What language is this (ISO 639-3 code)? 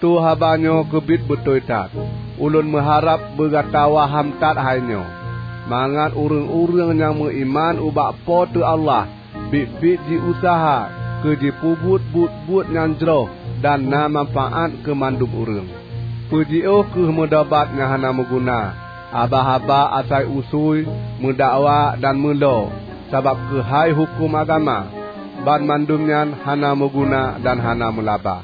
ace